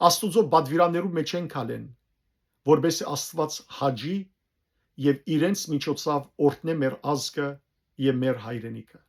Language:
Western Armenian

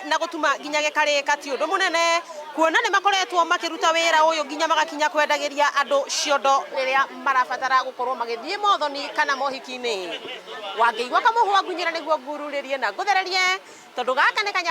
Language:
Kikuyu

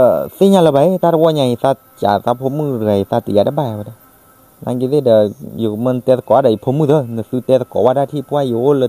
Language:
S'gaw Karen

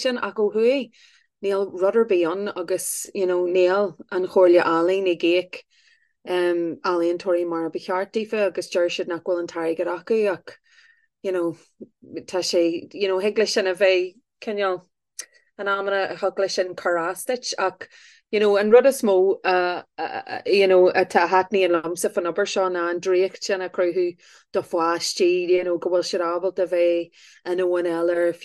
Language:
Irish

